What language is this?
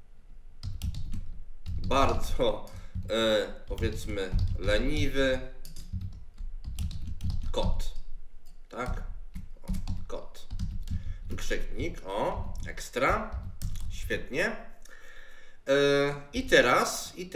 Polish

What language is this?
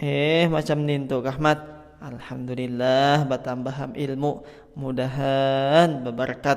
Banjar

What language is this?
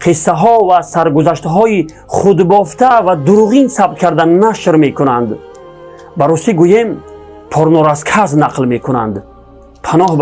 Tajik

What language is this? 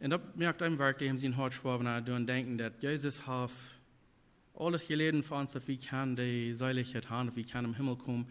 Plautdietsch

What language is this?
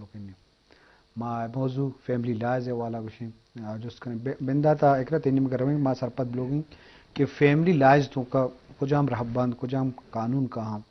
Eastern Balochi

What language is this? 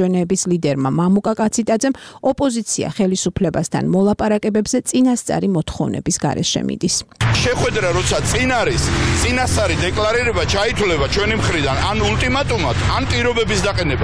Georgian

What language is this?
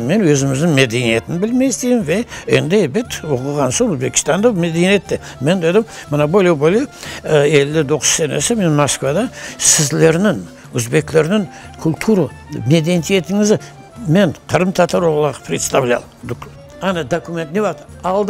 Crimean Tatar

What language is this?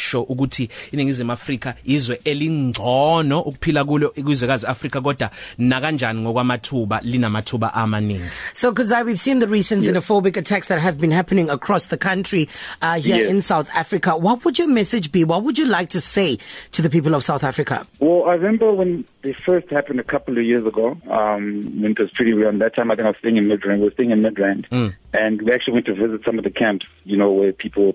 English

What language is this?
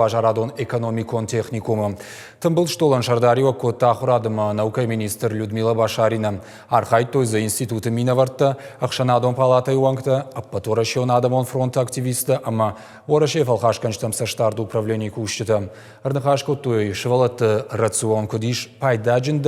Ossetic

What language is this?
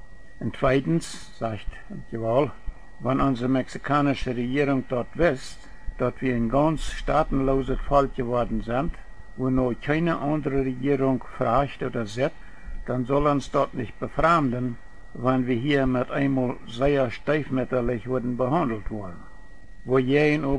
Plautdietsch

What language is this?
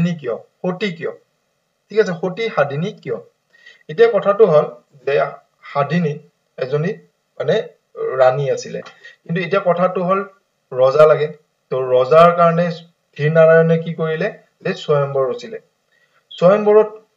Assamese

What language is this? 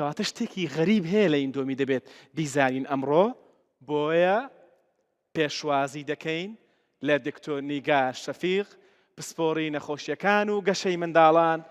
Central Kurdish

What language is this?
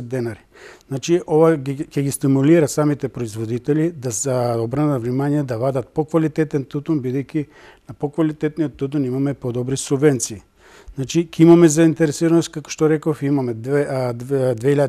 Macedonian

